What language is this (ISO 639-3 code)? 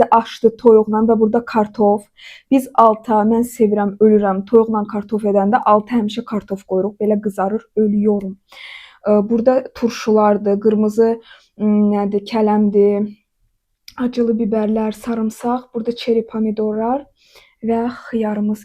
aze